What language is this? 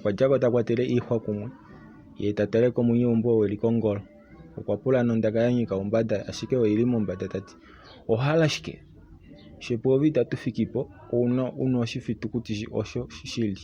Kuanyama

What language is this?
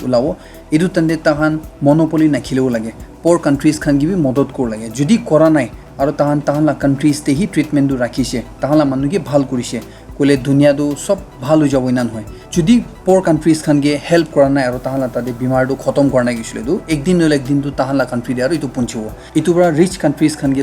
Naga Pidgin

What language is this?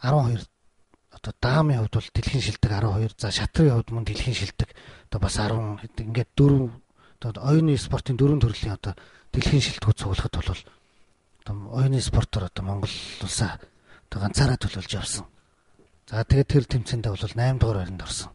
Mongolian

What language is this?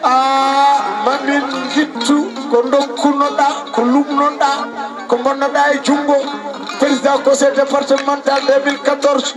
Fula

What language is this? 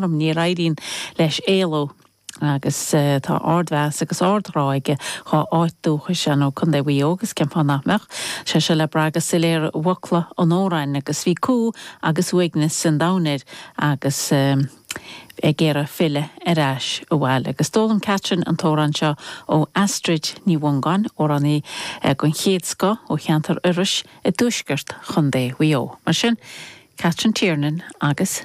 Irish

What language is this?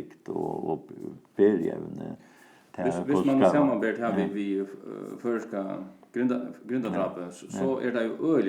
Faroese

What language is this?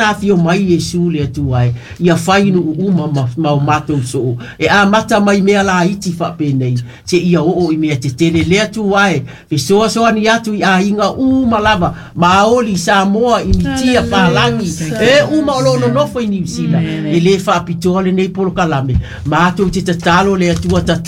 Samoan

